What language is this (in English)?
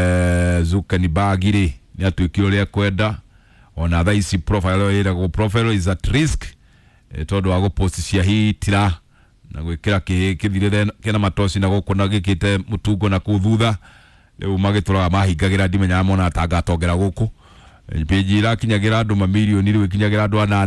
Kikuyu